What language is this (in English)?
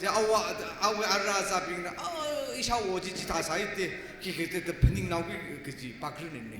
Tangkhul Naga (India)